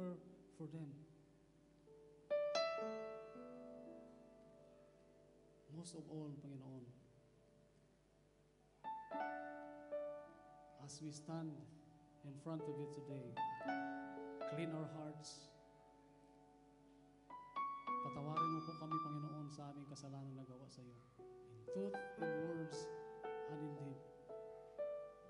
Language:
Filipino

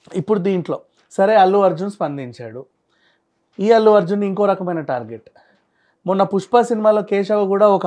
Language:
Telugu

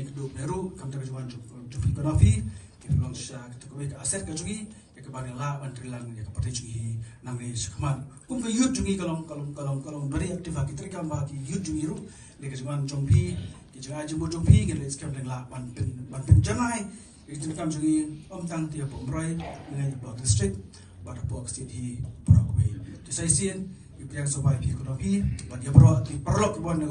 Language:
Khasi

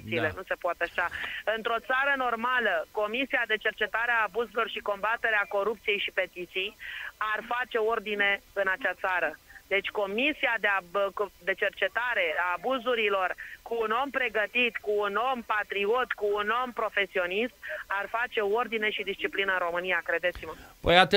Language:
Romanian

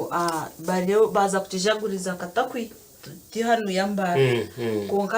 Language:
Nyankole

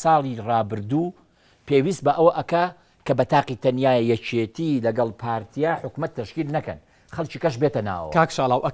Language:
Central Kurdish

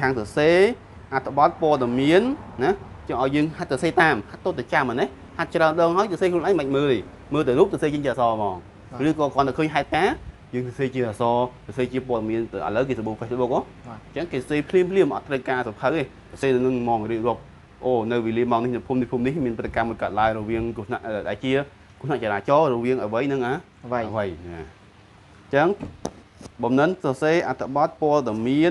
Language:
Khmer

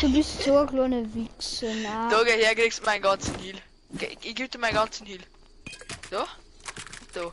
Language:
Bavarian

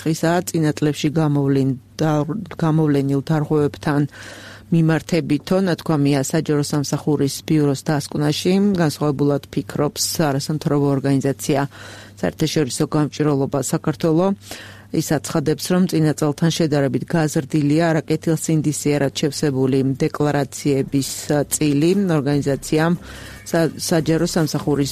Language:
Georgian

